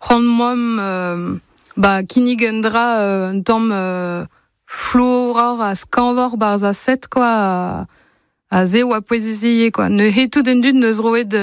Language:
Breton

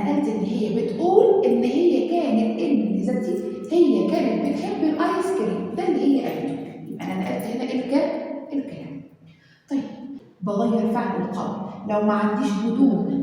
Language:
Egyptian Arabic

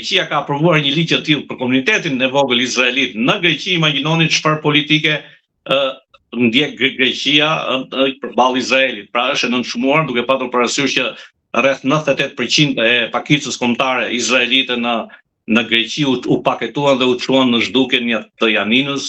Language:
Albanian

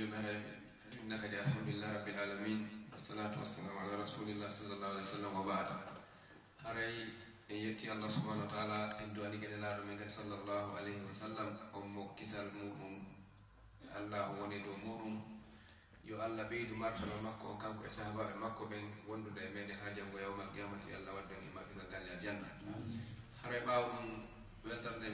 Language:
Fula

